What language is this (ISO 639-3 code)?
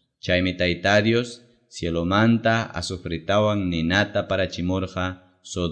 quy